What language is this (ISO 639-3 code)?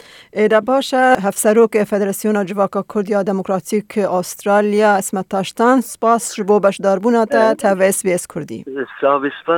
kur